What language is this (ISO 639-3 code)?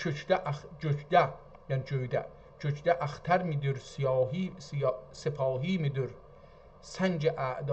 azb